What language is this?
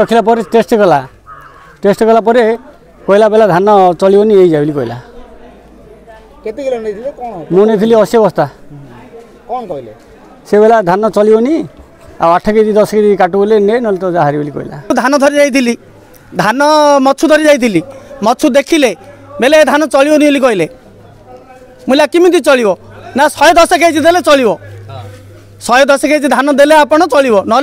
Odia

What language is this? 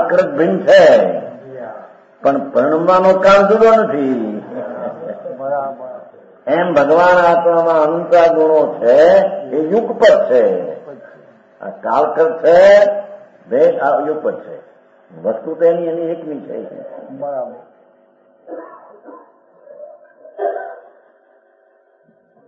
Gujarati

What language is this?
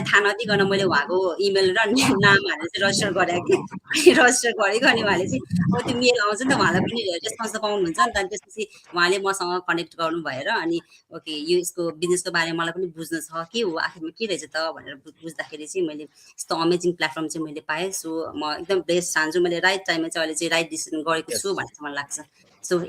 Nepali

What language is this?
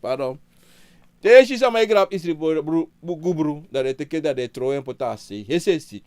Sranan Tongo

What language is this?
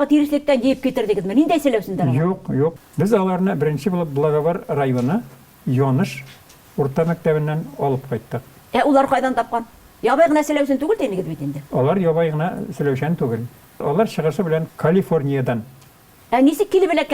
Bashkir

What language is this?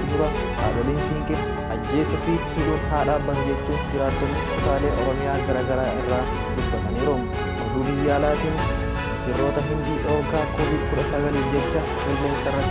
Oromo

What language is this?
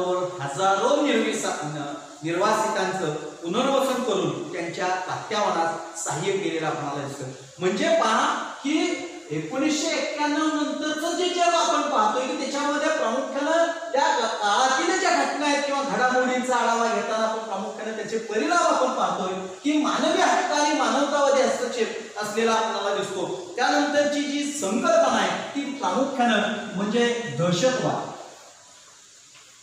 Marathi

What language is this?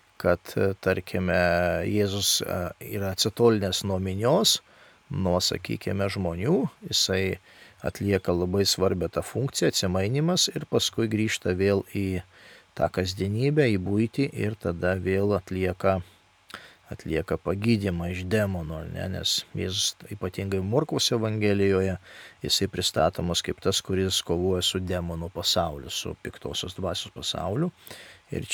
Lithuanian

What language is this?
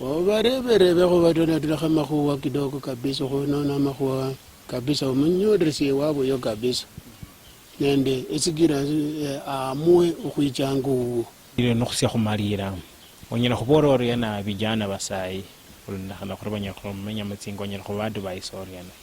Luyia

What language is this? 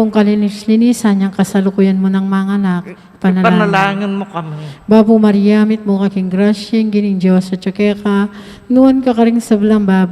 Pampanga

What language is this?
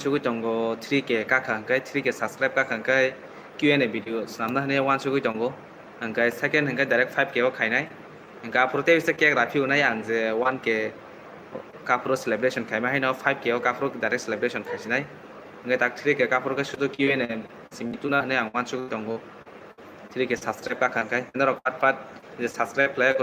Kok Borok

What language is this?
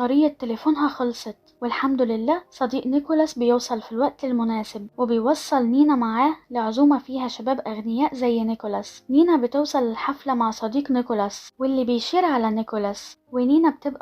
Egyptian Arabic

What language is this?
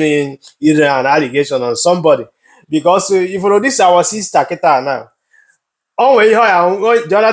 Igbo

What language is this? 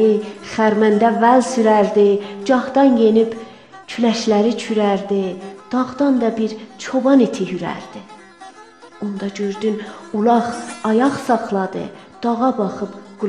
South Azerbaijani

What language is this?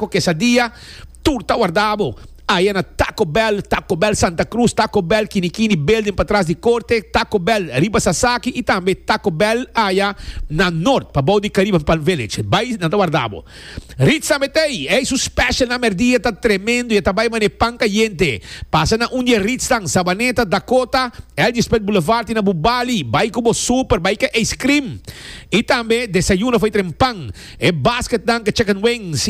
Papiamento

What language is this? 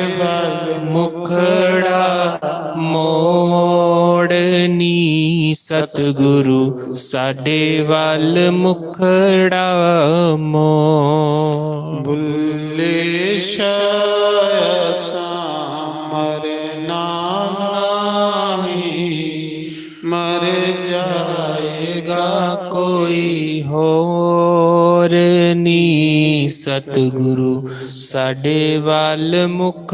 Dogri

